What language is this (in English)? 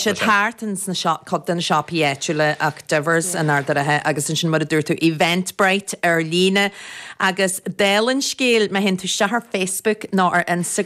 Irish